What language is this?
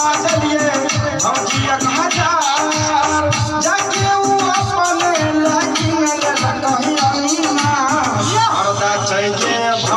Maithili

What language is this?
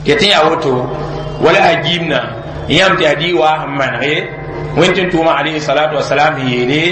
Mossi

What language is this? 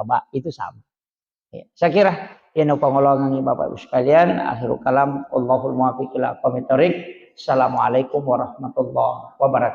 Buginese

